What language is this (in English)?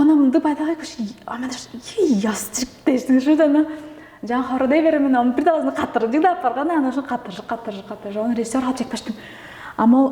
Tuvinian